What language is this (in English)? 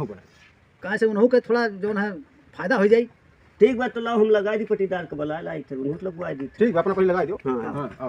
Awadhi